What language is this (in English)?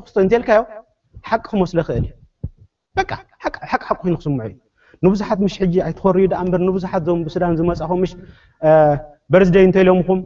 Tigrinya